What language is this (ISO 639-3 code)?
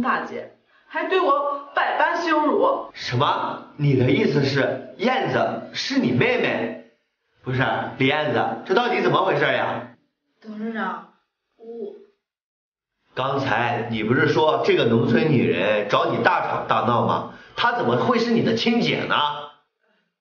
zho